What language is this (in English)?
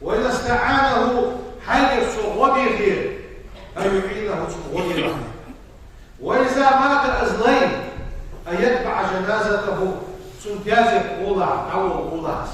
Ingush